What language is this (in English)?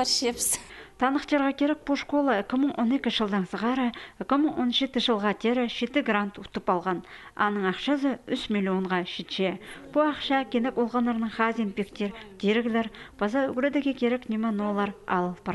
Khakas